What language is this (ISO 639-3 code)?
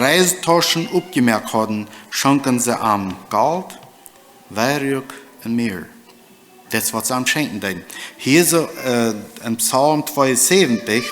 pdt